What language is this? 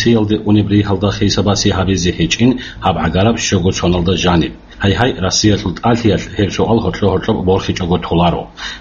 Avaric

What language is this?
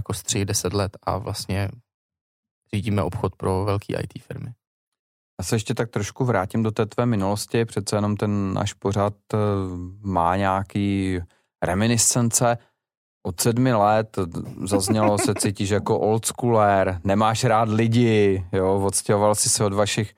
Czech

